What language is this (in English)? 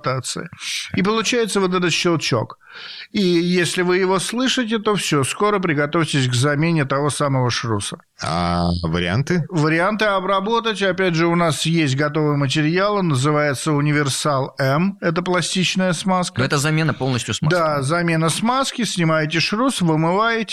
Russian